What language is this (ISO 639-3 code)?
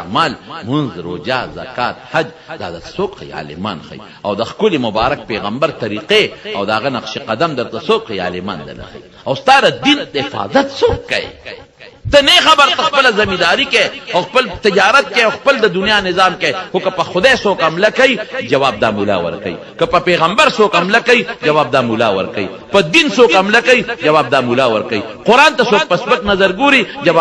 pus